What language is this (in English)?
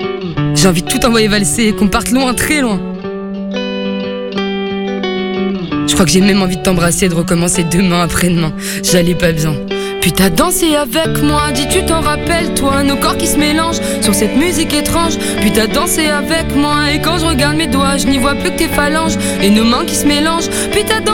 French